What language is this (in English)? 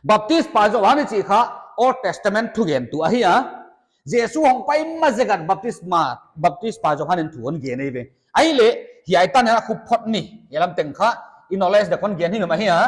Paite Chin